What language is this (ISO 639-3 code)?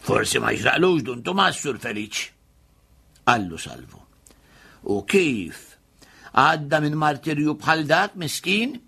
mlt